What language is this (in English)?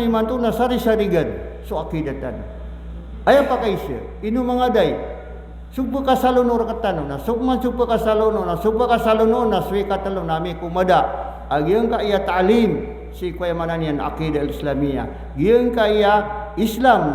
Maranao